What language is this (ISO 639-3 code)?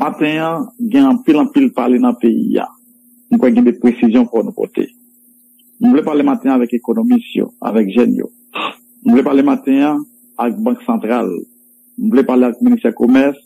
hat